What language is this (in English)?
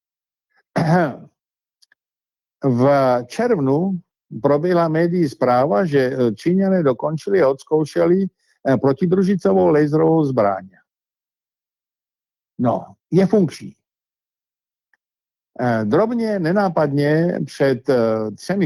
Czech